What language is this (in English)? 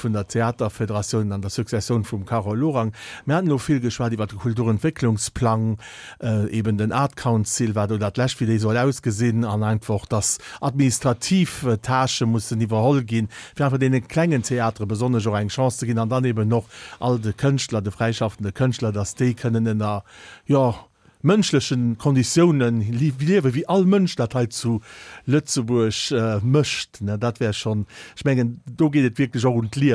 Luxembourgish